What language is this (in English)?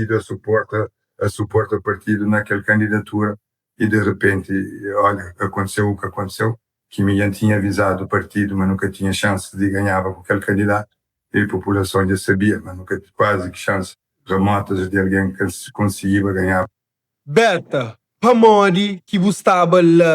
Kabuverdianu